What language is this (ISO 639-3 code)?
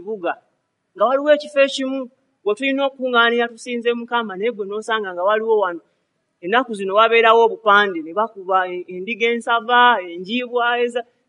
lug